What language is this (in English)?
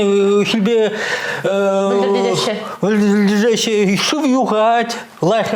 Chuvash